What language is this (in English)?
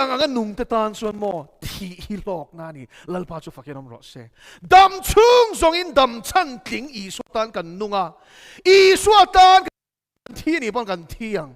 Mizo